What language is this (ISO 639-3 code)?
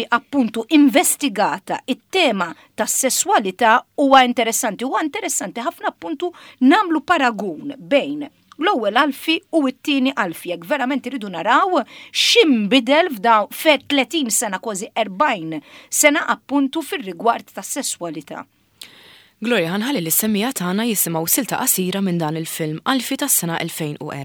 mlt